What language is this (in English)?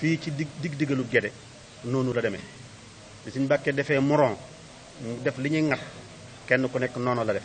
Wolof